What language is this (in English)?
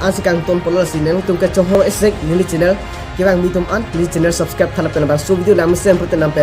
Karbi